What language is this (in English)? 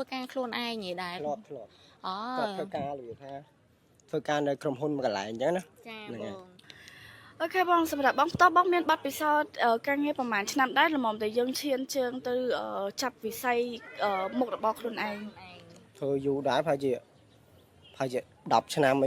Khmer